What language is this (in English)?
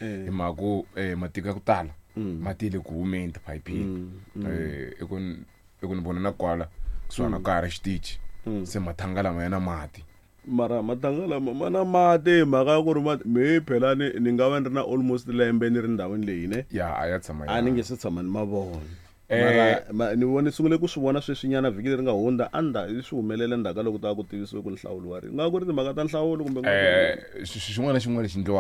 Tsonga